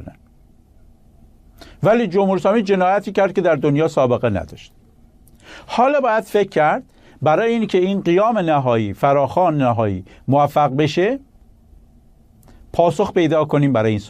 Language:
Persian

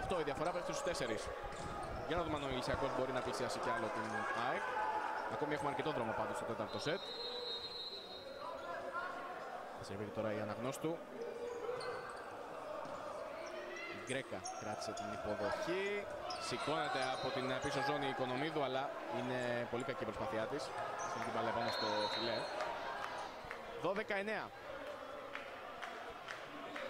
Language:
Greek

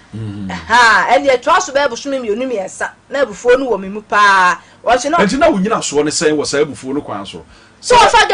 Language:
Akan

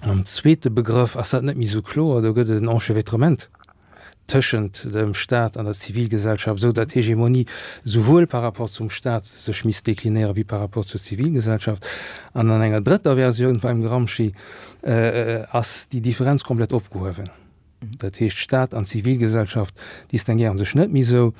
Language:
Luxembourgish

